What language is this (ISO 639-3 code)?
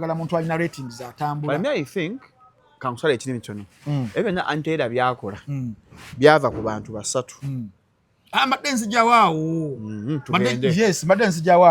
lug